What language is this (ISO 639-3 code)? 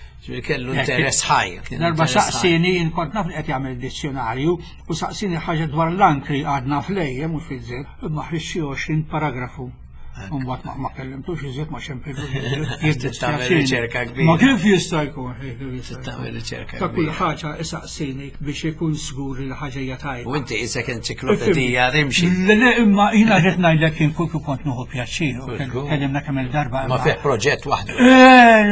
mlt